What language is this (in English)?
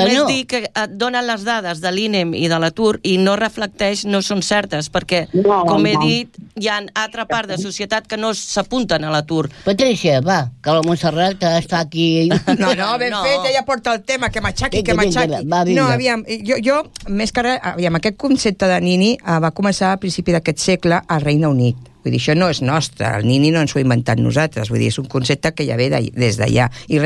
Catalan